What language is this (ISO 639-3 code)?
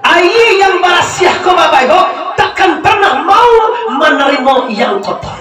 min